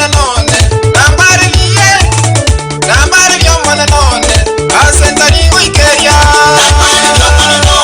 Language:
Gusii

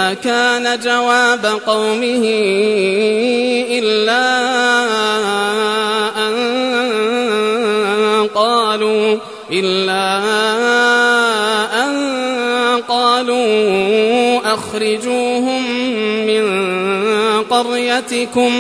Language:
Arabic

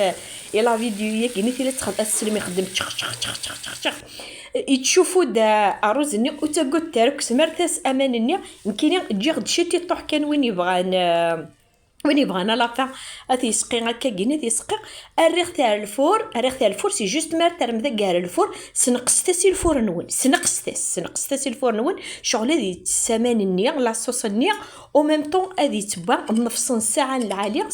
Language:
Kabyle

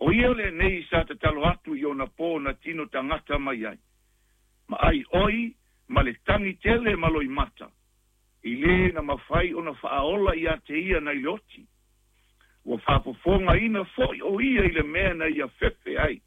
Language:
Samoan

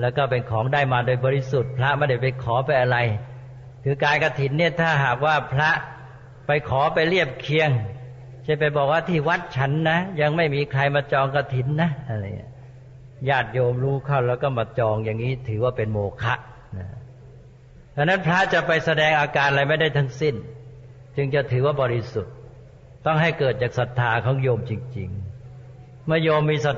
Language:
Thai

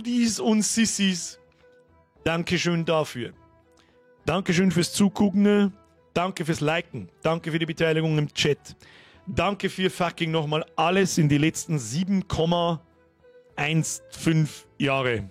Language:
Bavarian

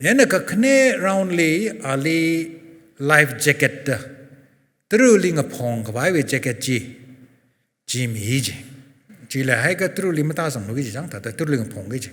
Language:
Tangkhul Naga (India)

